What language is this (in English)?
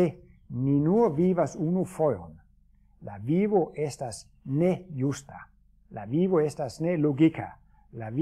Esperanto